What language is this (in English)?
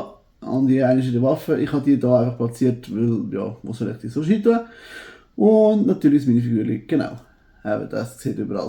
Swiss German